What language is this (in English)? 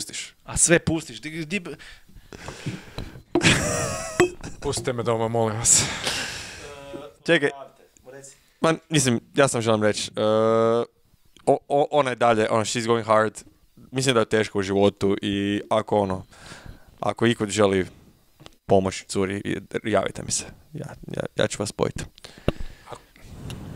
Croatian